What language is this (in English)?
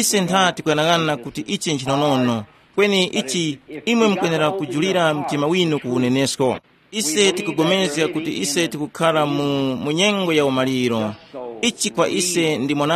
Tumbuka